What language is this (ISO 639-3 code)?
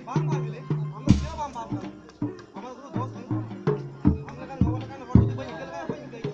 sat